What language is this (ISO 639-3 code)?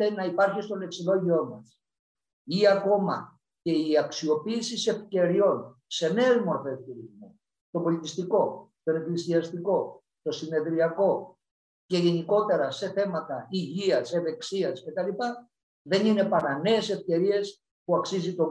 ell